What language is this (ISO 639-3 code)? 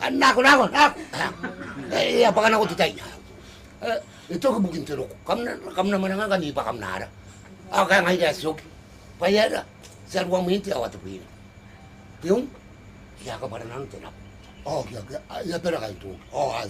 gil